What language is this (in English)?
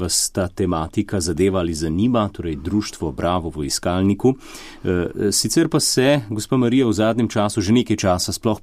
Slovenian